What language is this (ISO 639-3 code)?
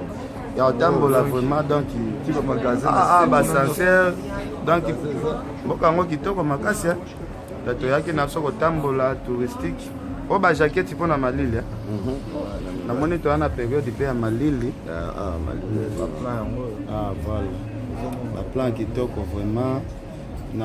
lin